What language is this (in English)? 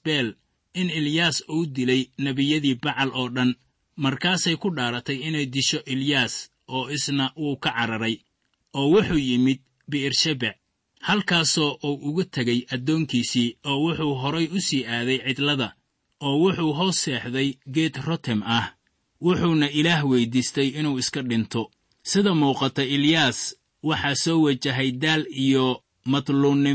Somali